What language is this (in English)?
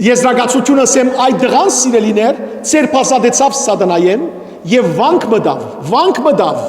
Western Armenian